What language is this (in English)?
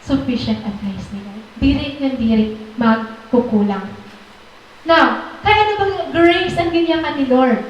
Waray